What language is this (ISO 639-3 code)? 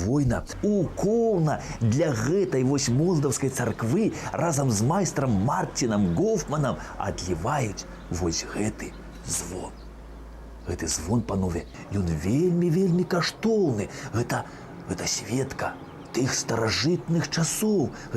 bel